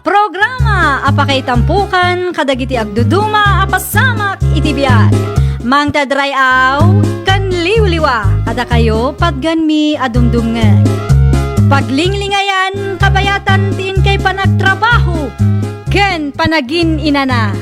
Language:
Iloko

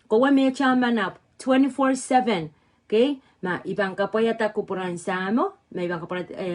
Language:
Pohnpeian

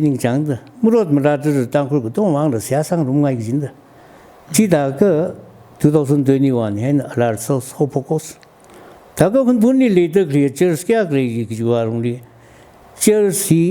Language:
Tangkhul Naga (India)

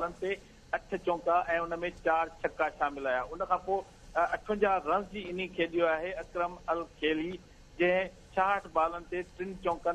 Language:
Sindhi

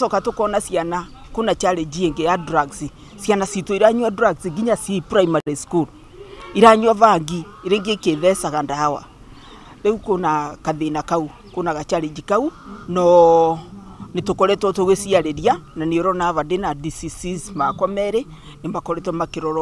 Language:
Kikuyu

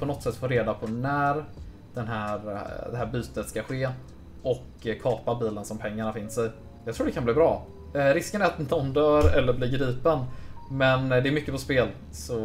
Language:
Swedish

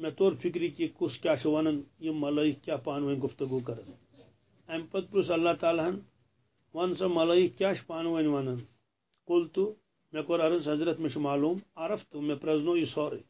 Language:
Kashmiri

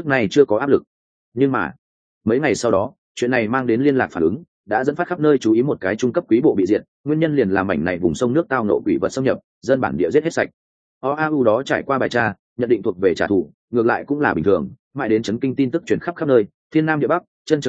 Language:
Vietnamese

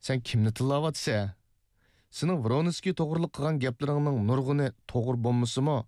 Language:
Uyghur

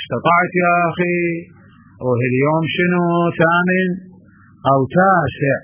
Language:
Mesopotamian Arabic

